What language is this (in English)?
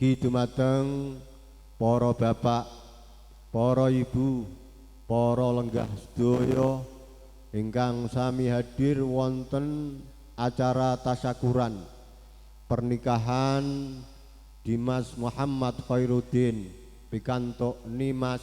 Javanese